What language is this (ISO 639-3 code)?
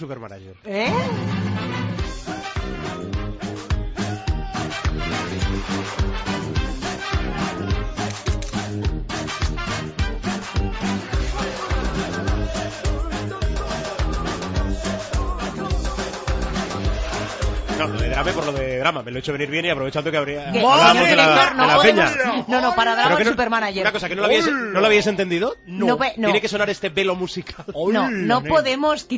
spa